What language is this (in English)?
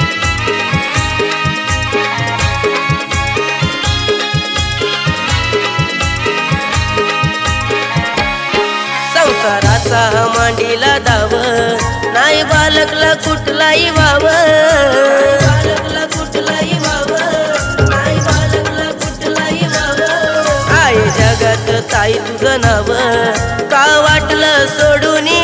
Marathi